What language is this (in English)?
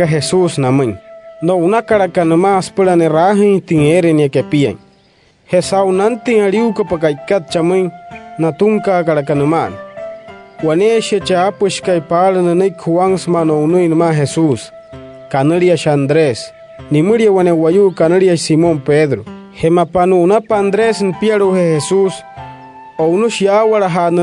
Wayuu